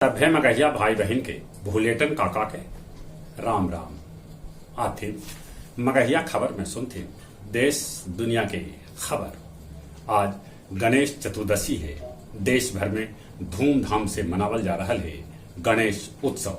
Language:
Magahi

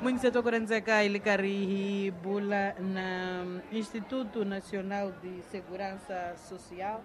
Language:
Tsonga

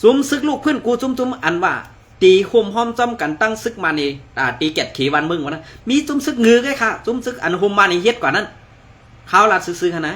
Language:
Shan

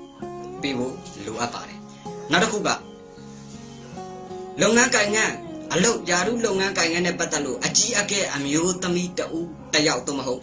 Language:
Burmese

